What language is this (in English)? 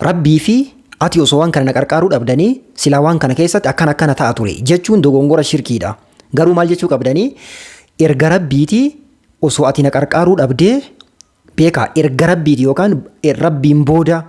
Oromo